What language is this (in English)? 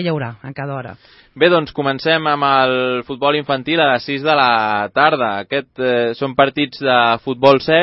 Catalan